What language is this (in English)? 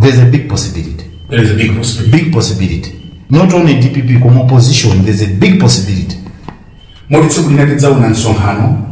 Nyanja